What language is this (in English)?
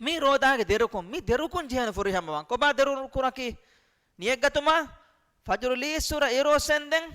Divehi